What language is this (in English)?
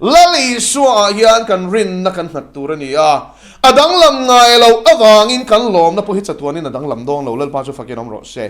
Mizo